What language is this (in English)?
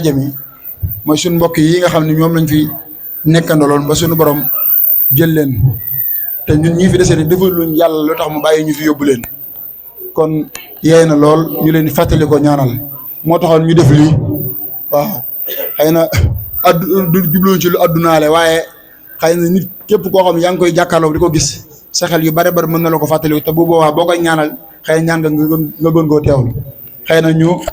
Wolof